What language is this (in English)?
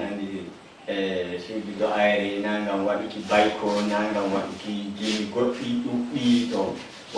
Nigerian Fulfulde